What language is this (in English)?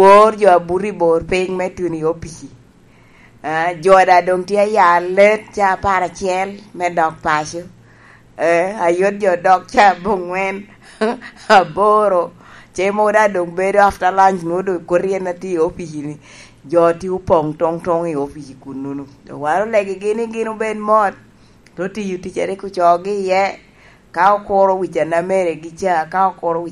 Lango (Uganda)